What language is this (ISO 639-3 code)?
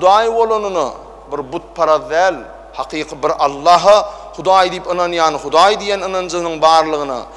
tuk